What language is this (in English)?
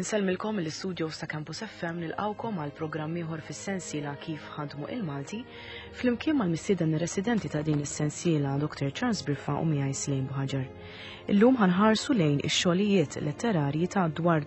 Maltese